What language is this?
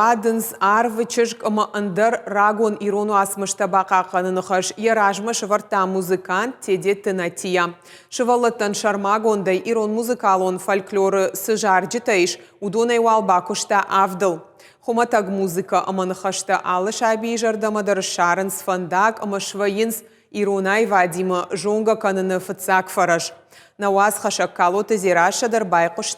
Ossetic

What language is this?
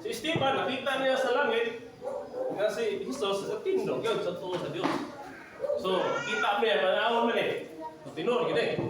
Cebuano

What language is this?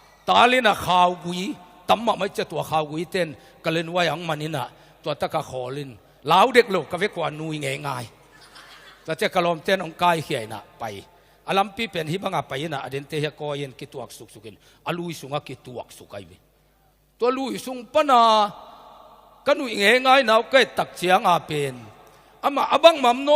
Tedim Chin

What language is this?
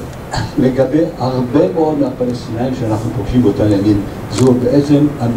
Hebrew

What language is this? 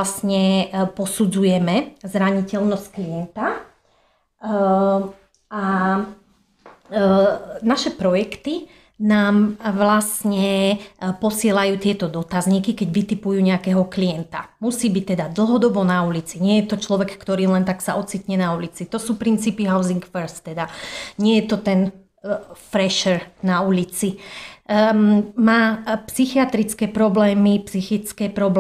Slovak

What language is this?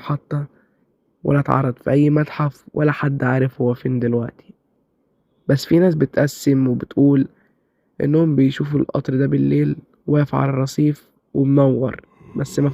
Egyptian Arabic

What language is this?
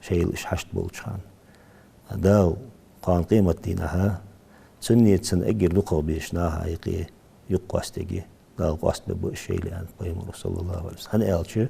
Ingush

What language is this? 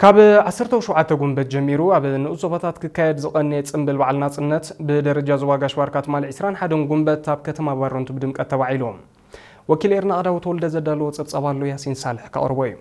Tigrinya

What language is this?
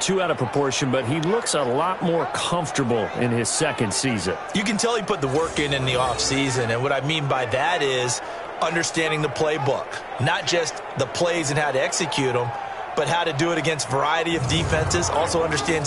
English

